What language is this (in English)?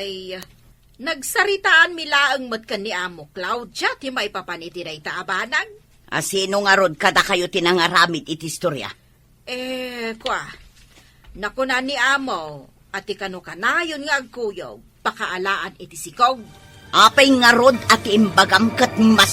Iloko